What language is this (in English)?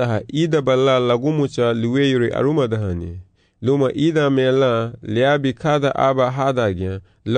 Garifuna